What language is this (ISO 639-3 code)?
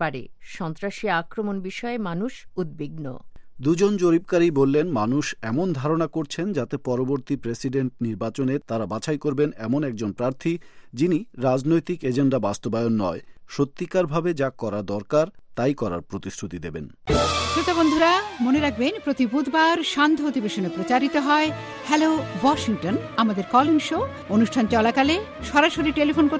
ben